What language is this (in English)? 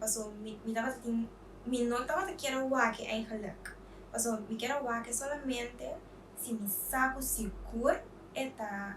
Papiamento